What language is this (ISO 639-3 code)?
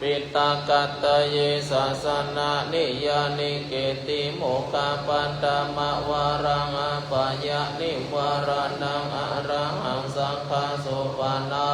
pli